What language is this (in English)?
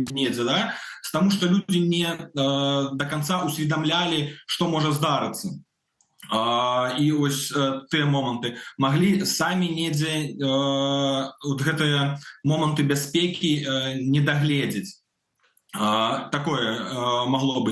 Belarusian